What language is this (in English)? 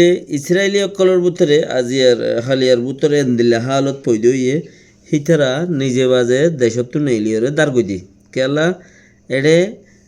Rohingya